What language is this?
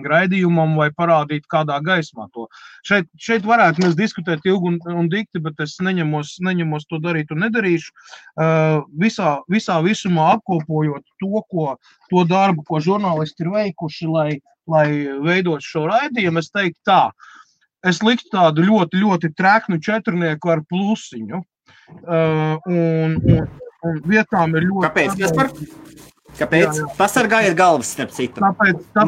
Latvian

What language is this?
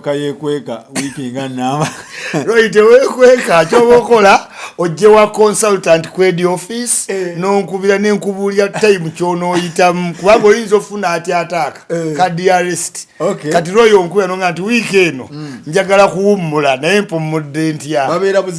Ganda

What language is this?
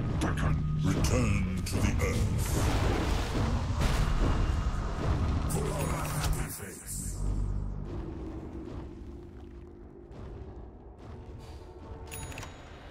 English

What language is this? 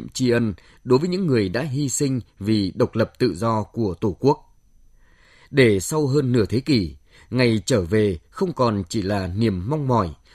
Vietnamese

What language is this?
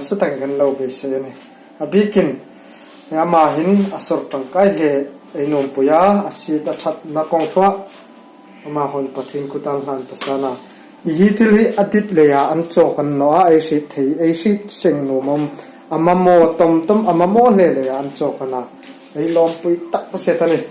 Hmar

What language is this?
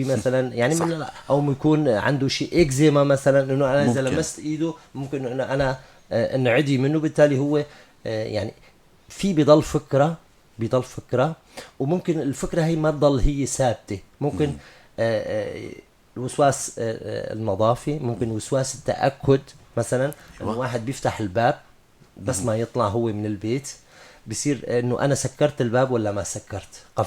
North Levantine Arabic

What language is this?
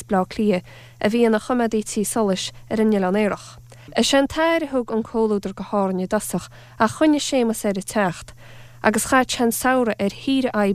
Irish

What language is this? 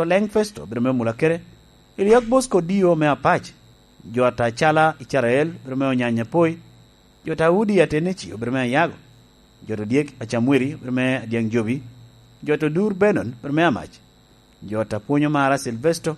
Lango (Uganda)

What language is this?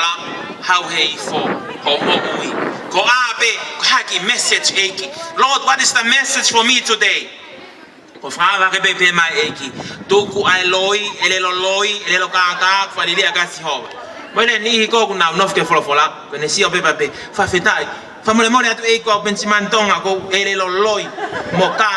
Tongan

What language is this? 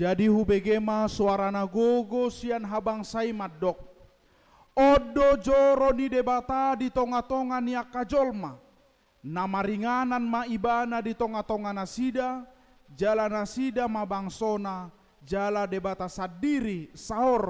Batak Toba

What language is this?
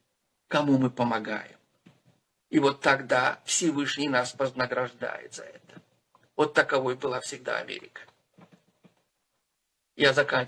Russian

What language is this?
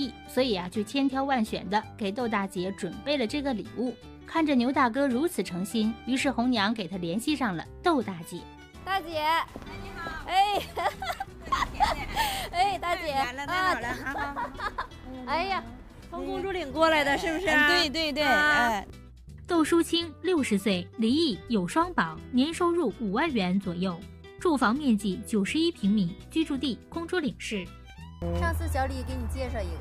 Chinese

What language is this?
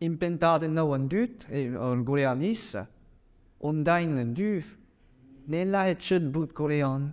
Breton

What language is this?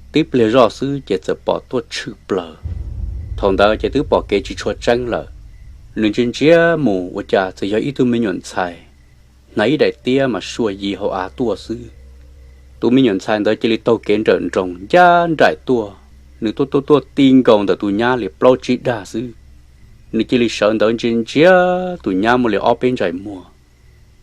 Hmong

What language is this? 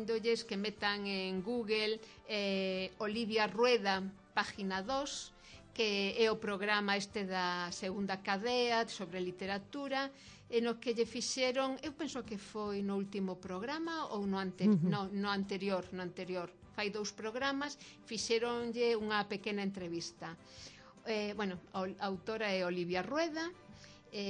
Galician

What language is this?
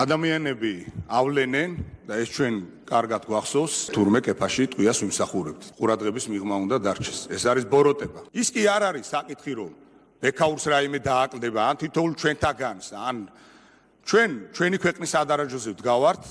Georgian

